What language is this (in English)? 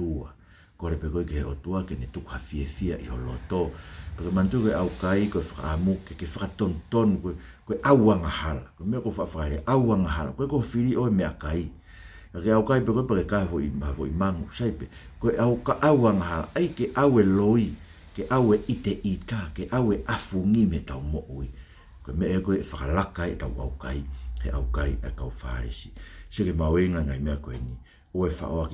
Tongan